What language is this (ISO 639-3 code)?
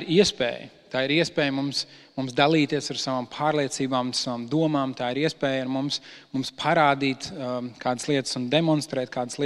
lav